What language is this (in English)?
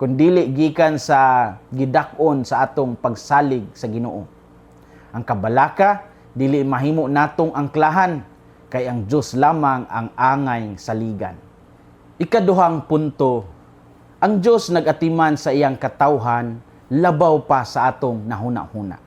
Cebuano